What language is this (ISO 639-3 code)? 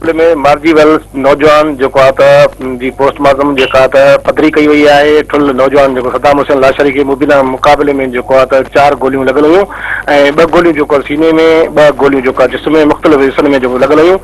snd